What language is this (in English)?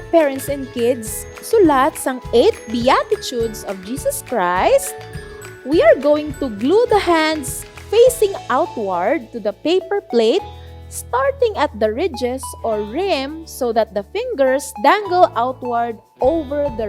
Hiligaynon